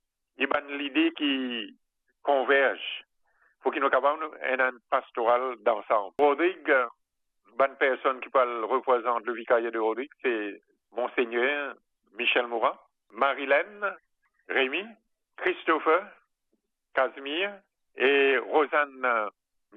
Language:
Morisyen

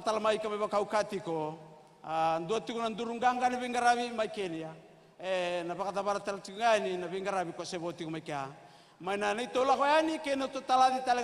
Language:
Fijian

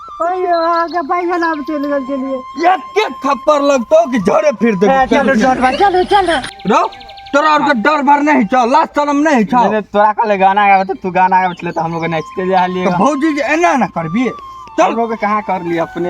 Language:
Maithili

